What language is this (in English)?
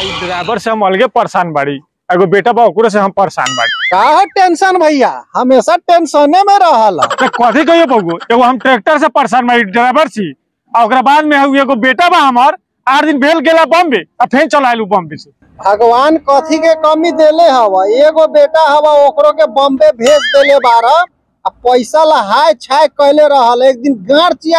Bhojpuri